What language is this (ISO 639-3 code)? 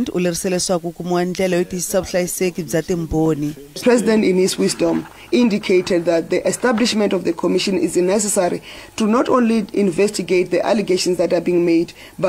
tso